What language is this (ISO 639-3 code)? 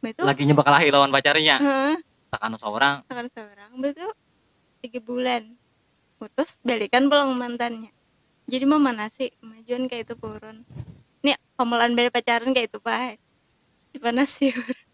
bjn